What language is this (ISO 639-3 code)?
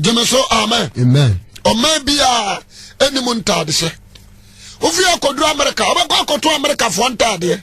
aka